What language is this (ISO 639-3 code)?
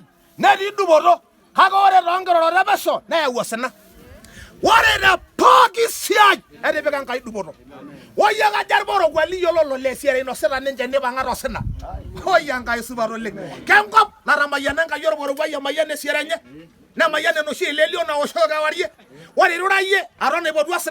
mas